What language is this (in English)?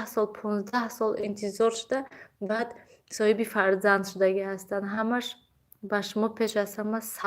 Tajik